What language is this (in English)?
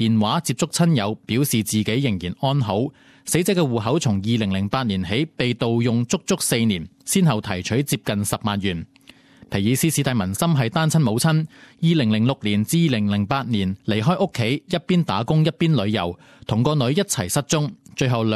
Cantonese